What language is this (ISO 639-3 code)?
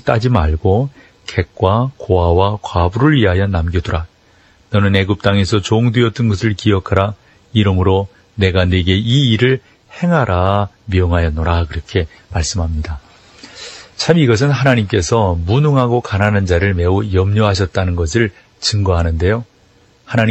kor